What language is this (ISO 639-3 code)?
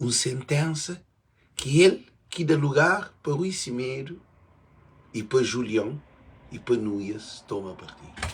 kea